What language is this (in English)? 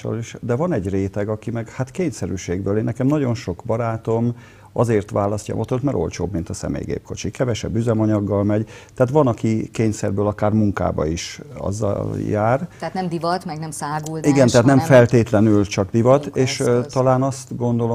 Hungarian